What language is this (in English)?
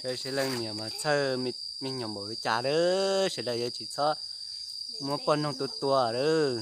Hmong